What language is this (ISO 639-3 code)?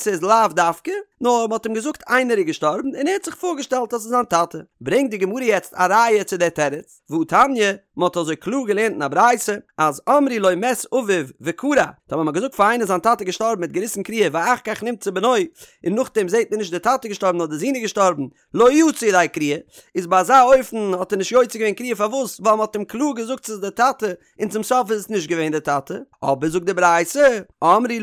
yid